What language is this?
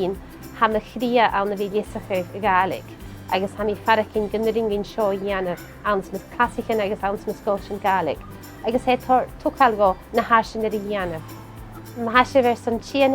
Scottish Gaelic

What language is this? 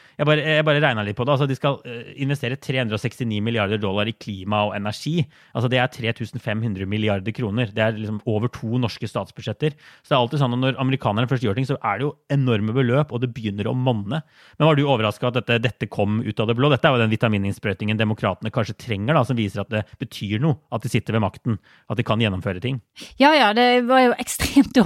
Norwegian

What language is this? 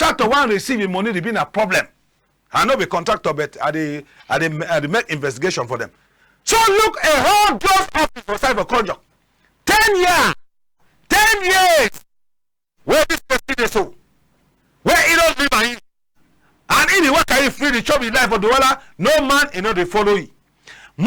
Cameroon Pidgin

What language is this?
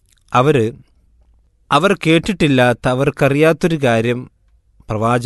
Malayalam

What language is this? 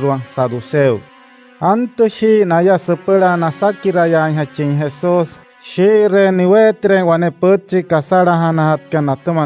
Wayuu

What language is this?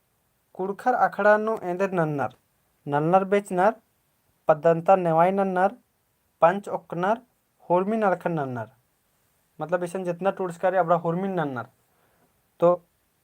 Kurukh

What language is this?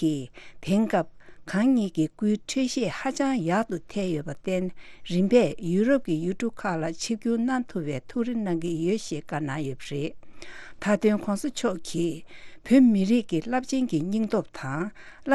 Tibetan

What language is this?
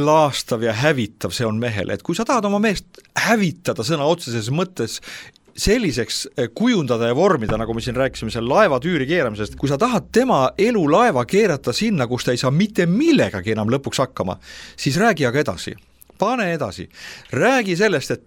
Estonian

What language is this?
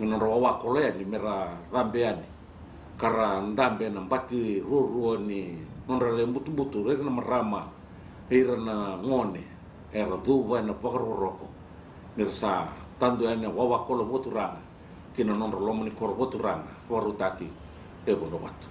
Fijian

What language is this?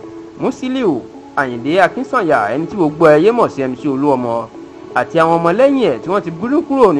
Yoruba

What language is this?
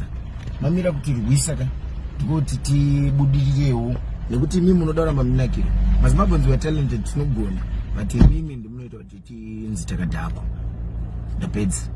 Shona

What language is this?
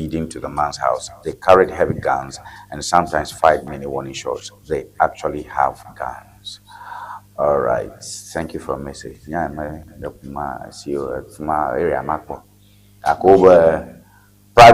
Ewe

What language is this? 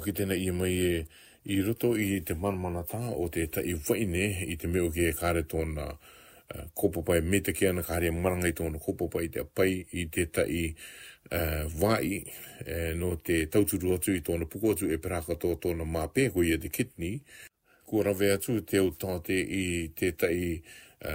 Rarotongan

